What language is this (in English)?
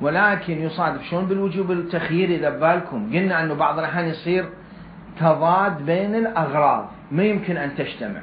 Mesopotamian Arabic